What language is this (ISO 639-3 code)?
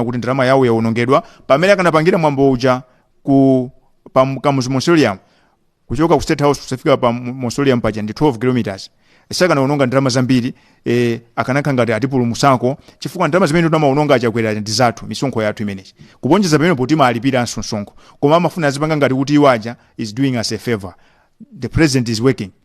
nya